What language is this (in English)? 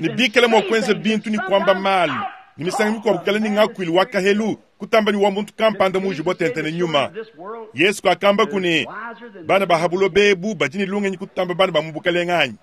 Luba-Lulua